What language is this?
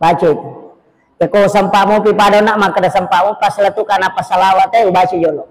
Buginese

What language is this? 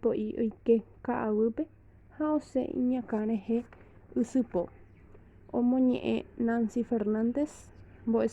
Guarani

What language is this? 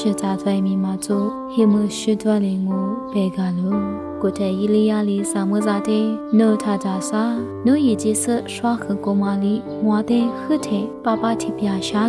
Lisu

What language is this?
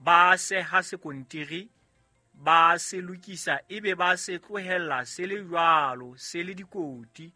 Southern Sotho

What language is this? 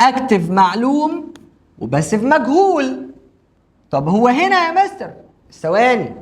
Egyptian Arabic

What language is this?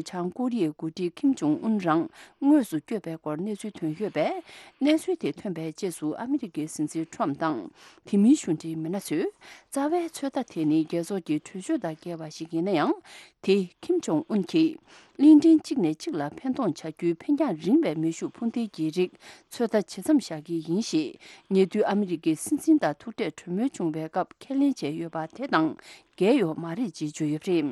Tibetan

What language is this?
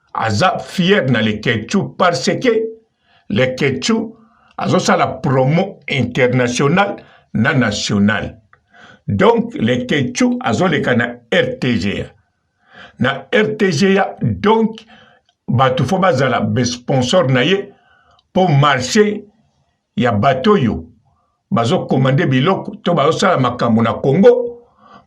Lingala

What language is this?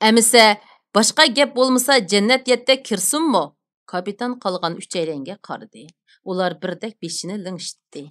Uyghur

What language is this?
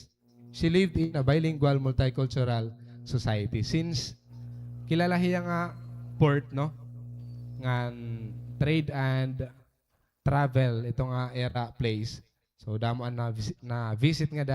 Waray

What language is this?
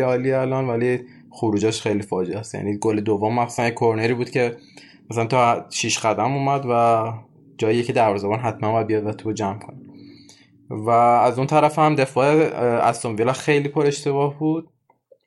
Persian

